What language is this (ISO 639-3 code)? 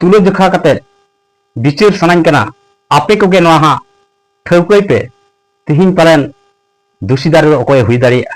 sat